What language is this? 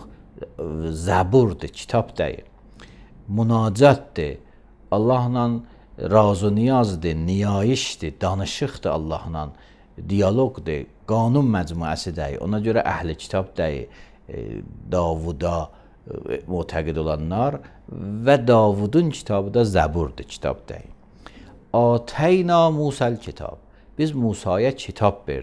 Azerbaijani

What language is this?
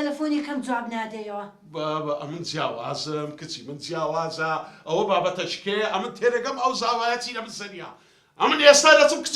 Central Kurdish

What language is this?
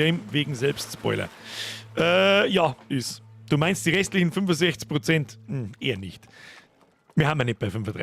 Bavarian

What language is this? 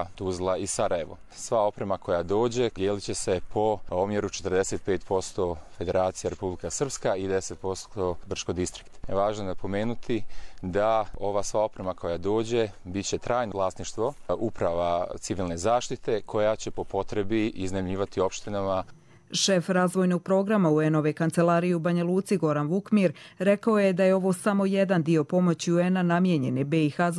Croatian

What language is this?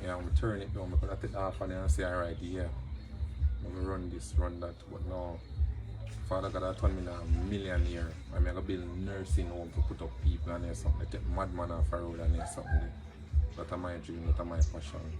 Jamaican Creole English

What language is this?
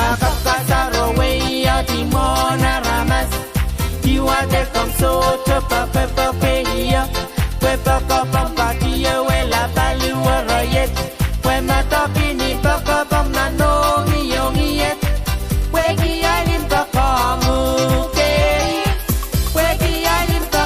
Pohnpeian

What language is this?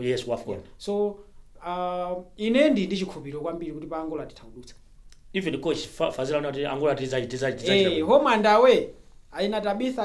Nyanja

